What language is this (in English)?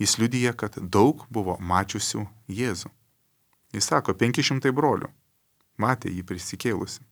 Lithuanian